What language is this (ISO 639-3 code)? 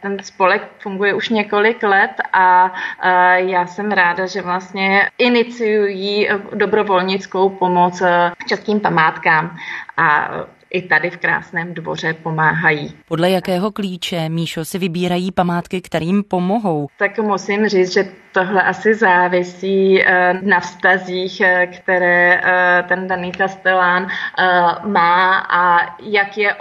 ces